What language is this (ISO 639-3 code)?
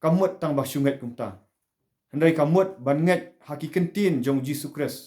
kha